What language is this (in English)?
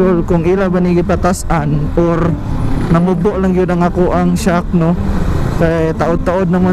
Cebuano